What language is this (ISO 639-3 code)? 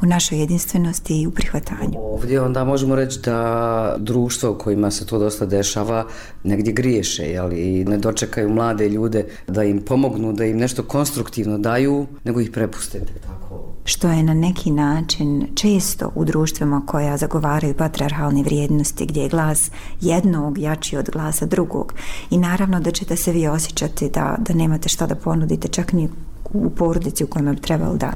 bos